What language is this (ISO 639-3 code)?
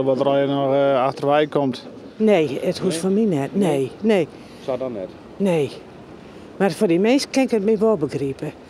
fry